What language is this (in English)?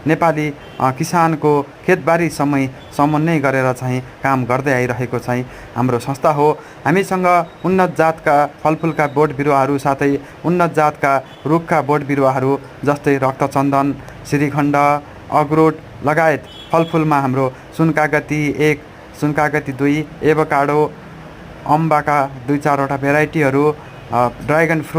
Nepali